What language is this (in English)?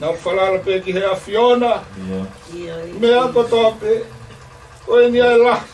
Tongan